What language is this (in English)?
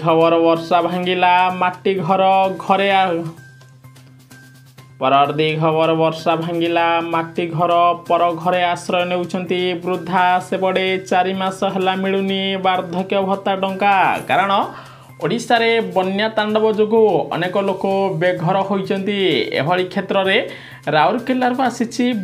Odia